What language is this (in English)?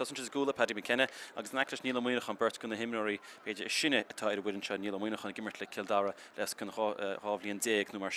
Irish